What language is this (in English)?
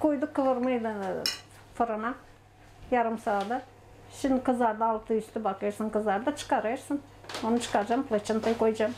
Gagauz